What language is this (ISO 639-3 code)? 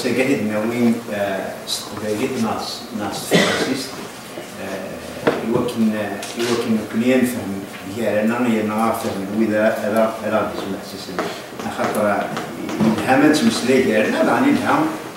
kab